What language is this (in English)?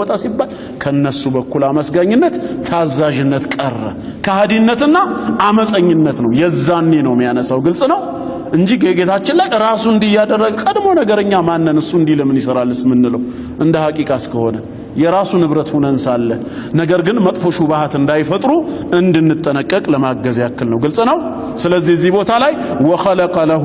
Amharic